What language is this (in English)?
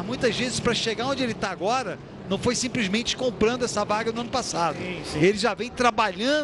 Portuguese